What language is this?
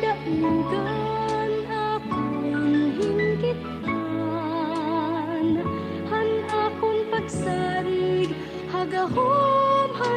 Waray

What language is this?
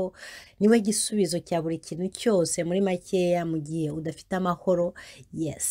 Kinyarwanda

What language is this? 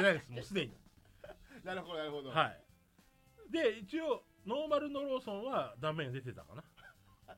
Japanese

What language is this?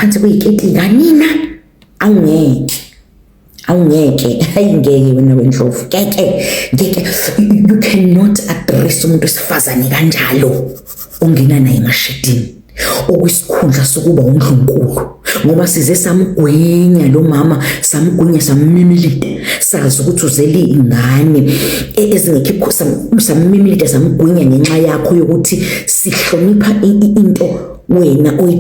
Zulu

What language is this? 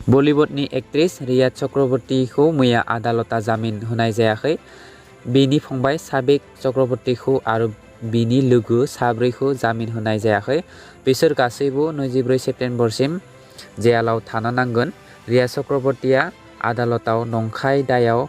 Bodo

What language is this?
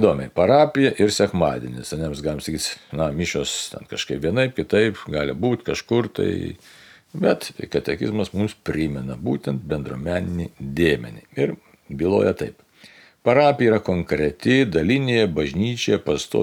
Lithuanian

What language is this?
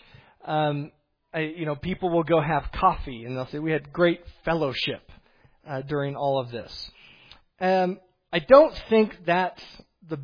English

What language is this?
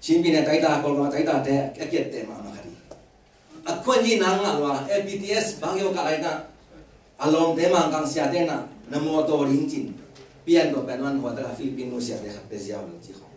Tedim Chin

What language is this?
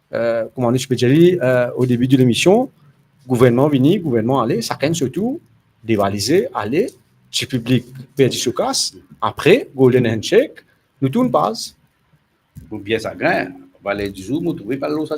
Morisyen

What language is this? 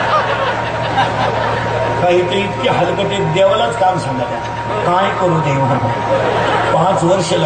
Marathi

